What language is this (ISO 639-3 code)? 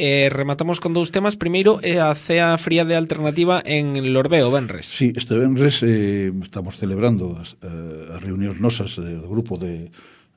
glg